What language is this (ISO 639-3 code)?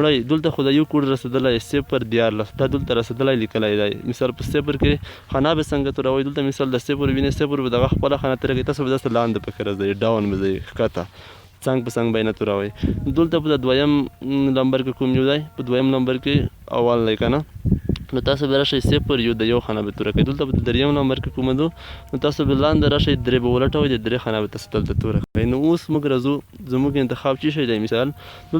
pus